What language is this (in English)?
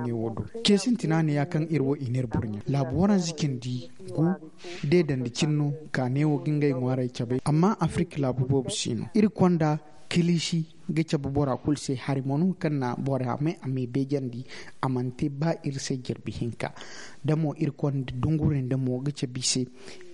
Zarma